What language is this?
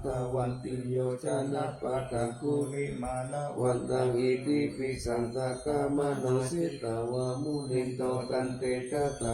Pali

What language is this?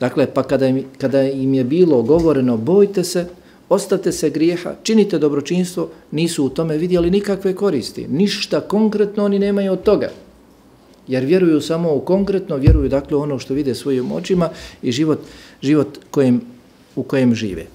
Bosnian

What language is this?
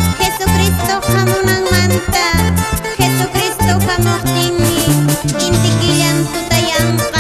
Quechua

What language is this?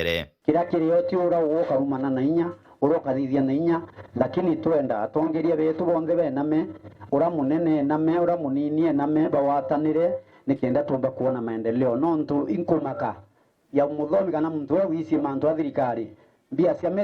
Meru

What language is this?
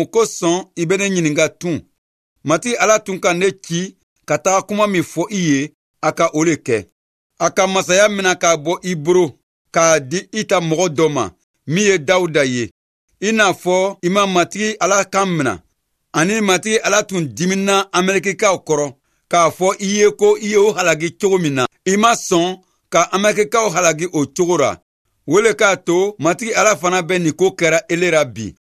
Bambara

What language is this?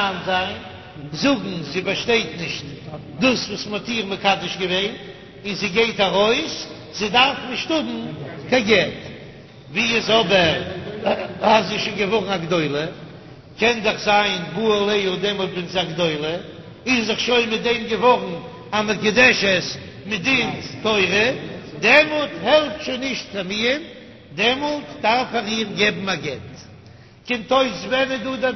Yiddish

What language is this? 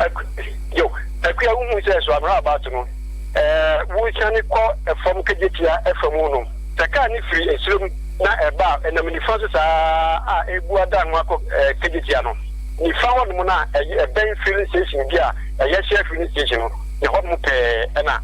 Akan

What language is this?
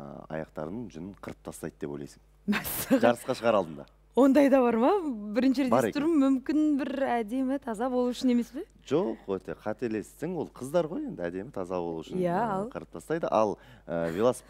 Kazakh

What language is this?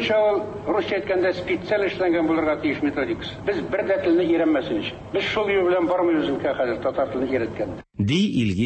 Tatar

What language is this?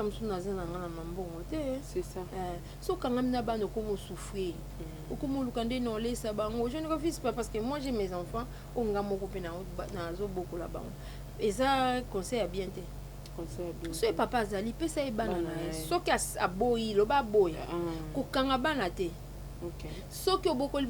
Lingala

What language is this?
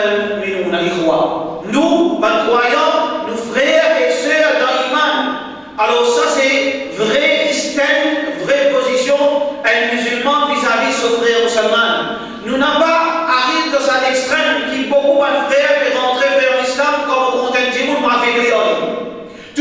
Morisyen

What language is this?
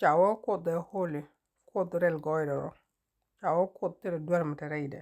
Nuer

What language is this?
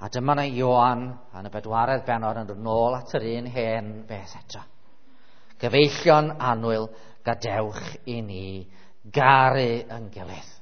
Welsh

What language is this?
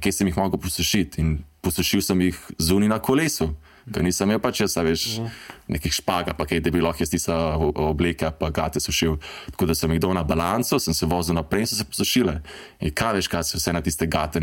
Slovenian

